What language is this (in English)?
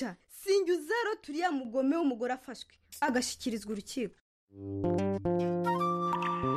Kinyarwanda